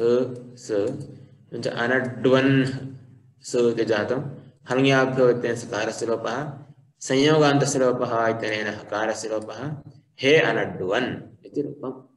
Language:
Sanskrit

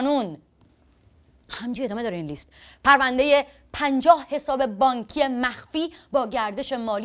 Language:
Persian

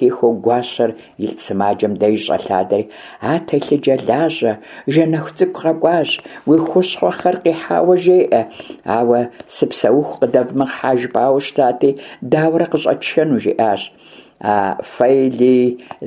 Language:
Kabardian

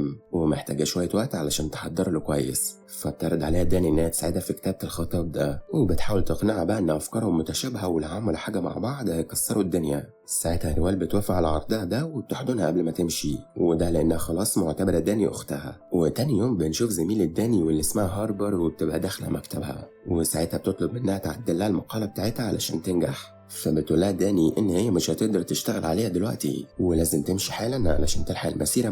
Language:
Egyptian Arabic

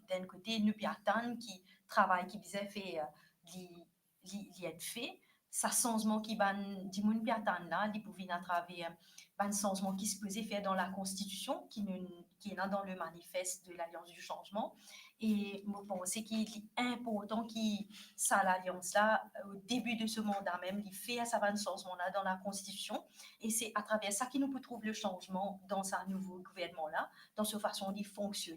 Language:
Morisyen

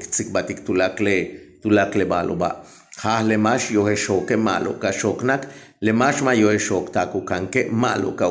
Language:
Yucateco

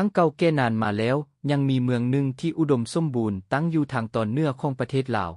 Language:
Lao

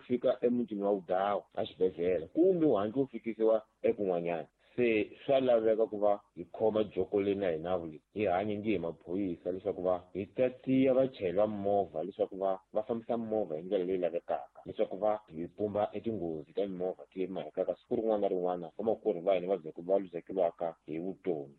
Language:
Tsonga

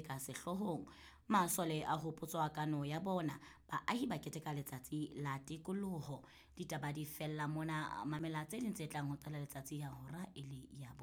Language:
Southern Sotho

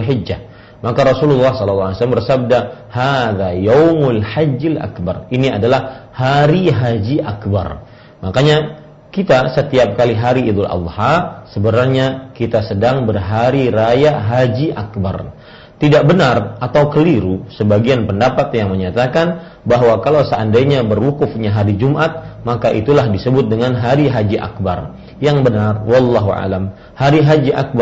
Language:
Indonesian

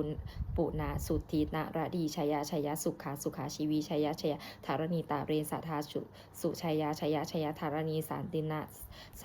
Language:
Pali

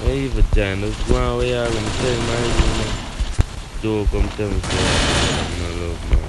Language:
Jamaican Creole English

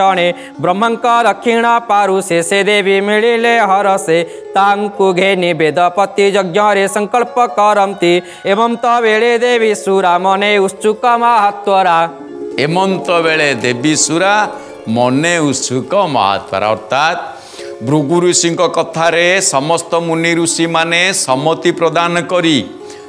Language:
Odia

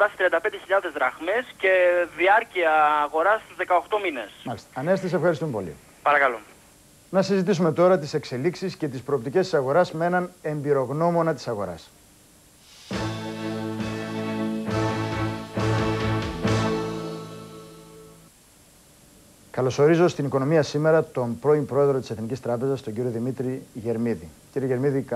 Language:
Greek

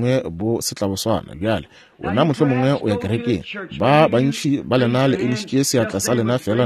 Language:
Northern Sotho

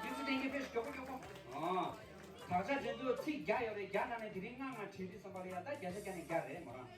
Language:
Tibetan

